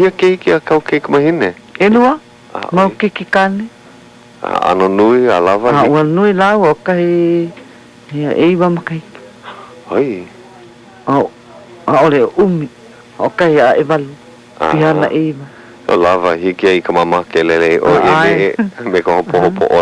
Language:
Hawaiian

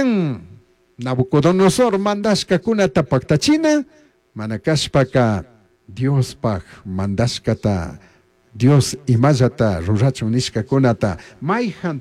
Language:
Chimborazo Highland Quichua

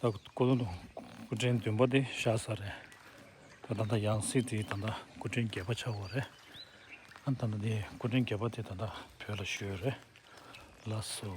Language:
Tibetan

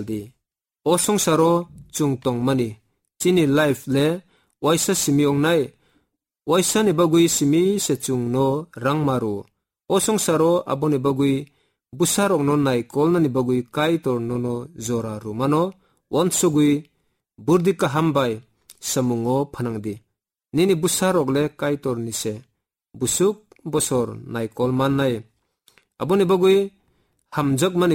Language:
Kok Borok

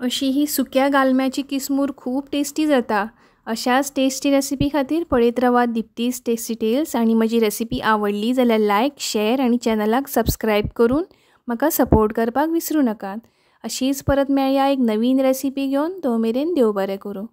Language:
Konkani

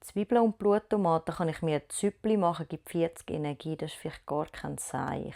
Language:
Swiss German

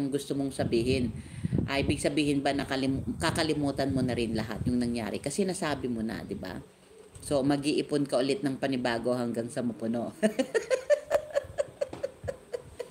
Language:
Filipino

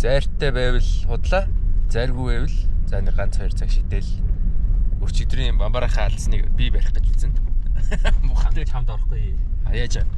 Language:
Mongolian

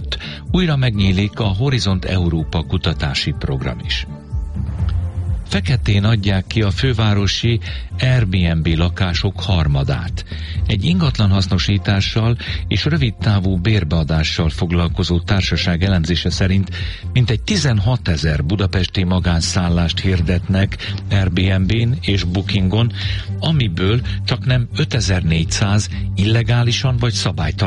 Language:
Hungarian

